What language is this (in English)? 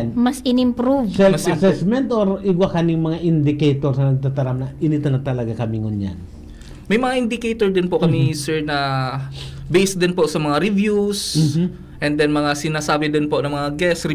Bikol